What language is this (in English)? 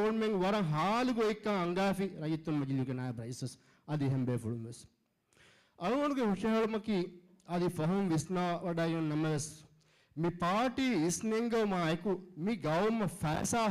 Divehi